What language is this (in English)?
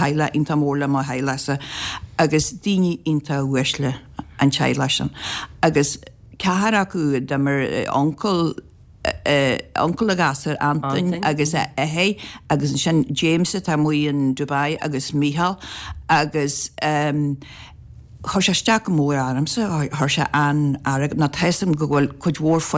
Irish